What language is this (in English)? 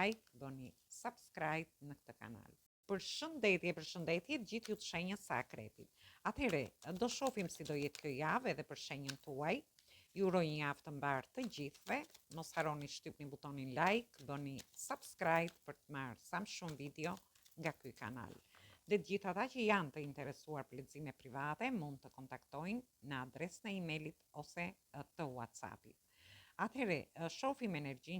Albanian